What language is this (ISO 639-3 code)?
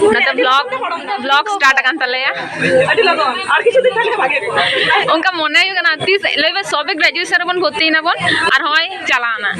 sat